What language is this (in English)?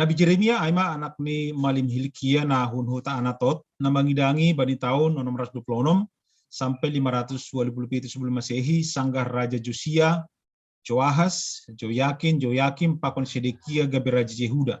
Batak Simalungun